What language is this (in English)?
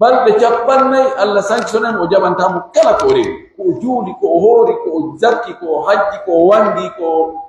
Pular